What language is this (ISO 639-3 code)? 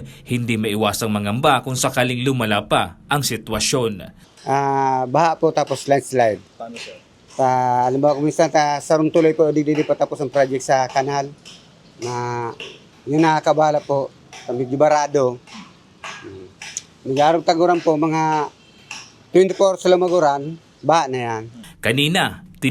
bik